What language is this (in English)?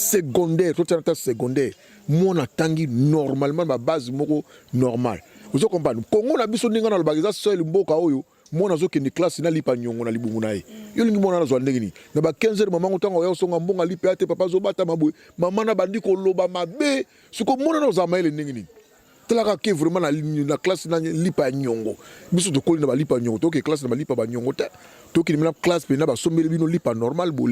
Lingala